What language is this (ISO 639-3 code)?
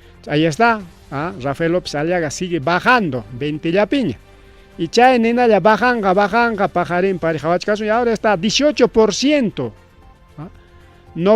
quy